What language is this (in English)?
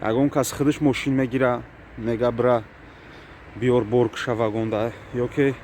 Tajik